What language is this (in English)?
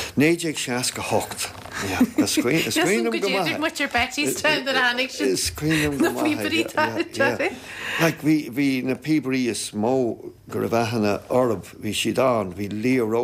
Irish